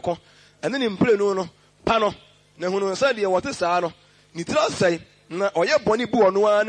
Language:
Akan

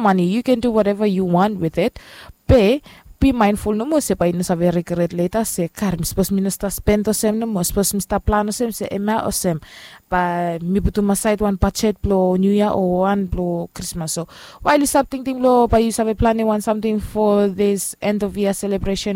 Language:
Bislama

